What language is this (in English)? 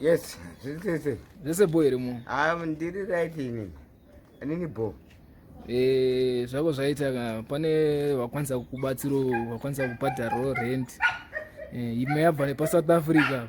Shona